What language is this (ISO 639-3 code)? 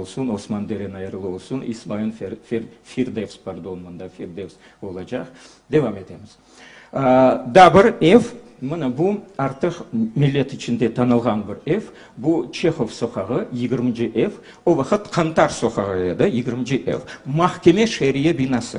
crh